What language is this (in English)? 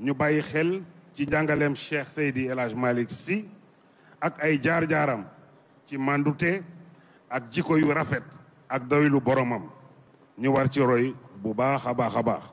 Wolof